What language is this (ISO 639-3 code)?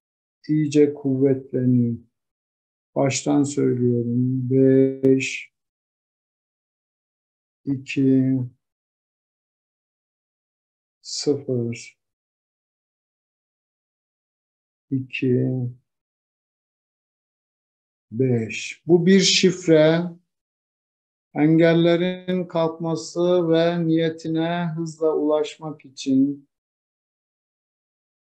tur